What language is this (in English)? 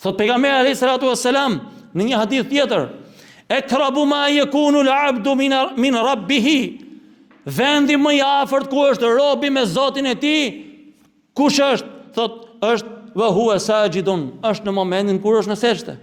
Albanian